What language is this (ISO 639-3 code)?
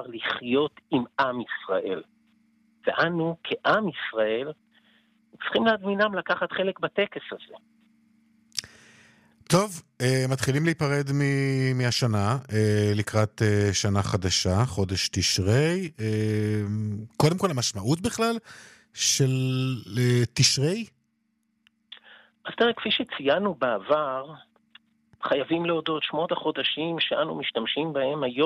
heb